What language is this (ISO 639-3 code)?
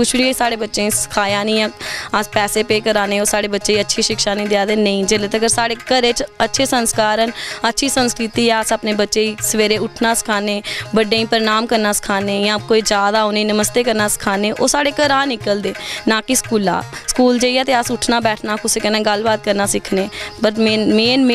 doi